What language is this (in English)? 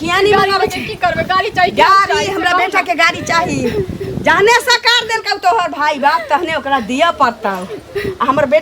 Maithili